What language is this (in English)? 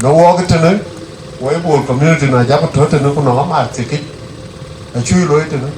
Dinka